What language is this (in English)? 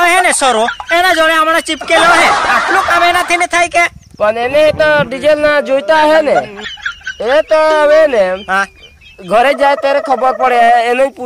Gujarati